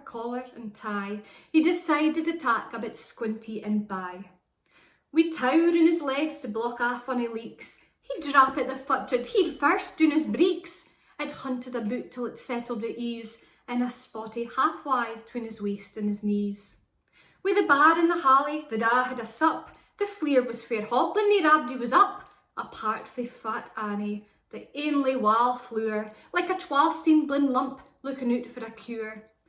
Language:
Scots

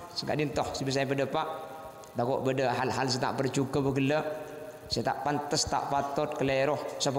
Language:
Madurese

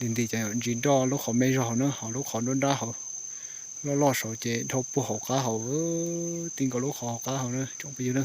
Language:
Hmong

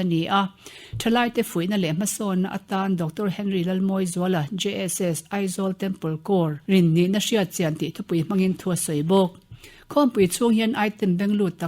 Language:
Mizo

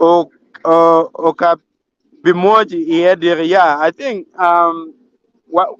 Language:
Acoli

